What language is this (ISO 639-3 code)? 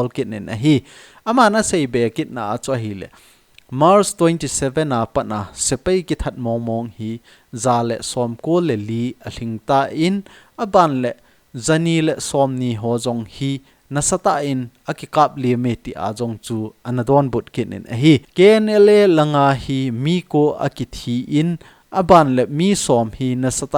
tcz